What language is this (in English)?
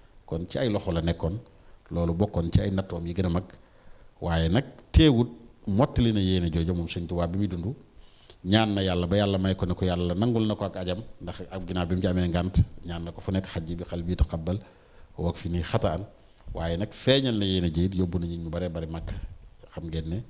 Wolof